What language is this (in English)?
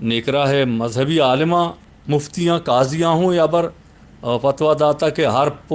Eastern Balochi